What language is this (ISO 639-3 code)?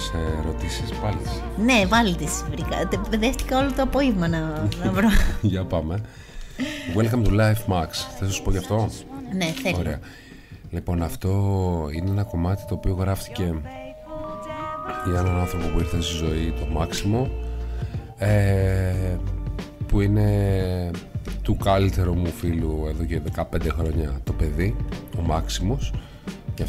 ell